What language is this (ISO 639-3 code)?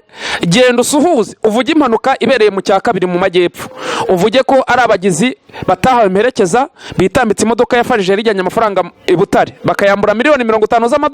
kin